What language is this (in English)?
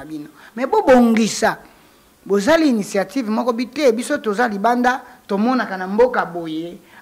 Lingala